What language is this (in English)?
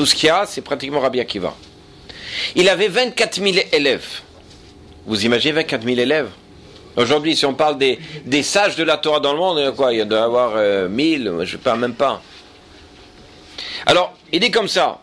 French